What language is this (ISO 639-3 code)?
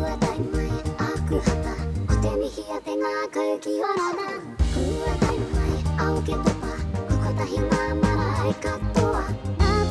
mri